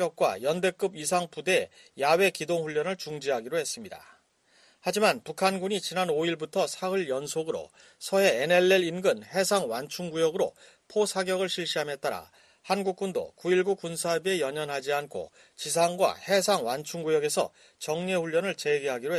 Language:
Korean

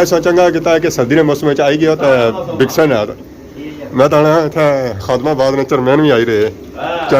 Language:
Pahari-Potwari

